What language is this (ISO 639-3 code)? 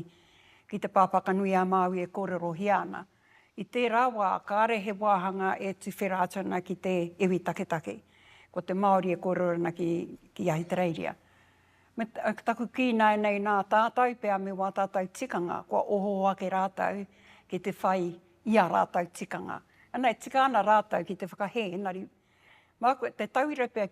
mri